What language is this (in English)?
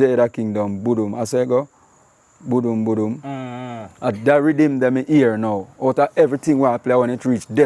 Jamaican Creole English